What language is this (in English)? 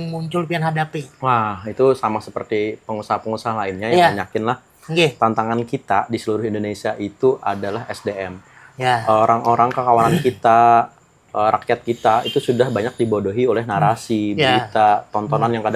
Banjar